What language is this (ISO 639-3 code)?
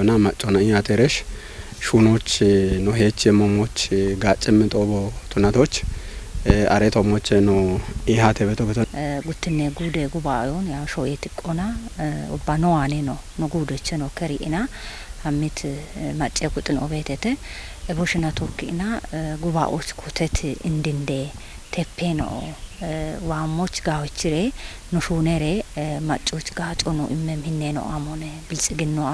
kbr